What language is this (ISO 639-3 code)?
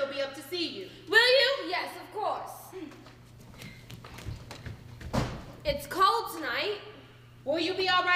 eng